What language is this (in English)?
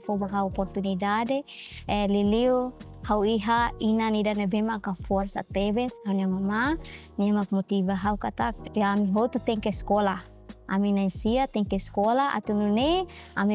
Tetum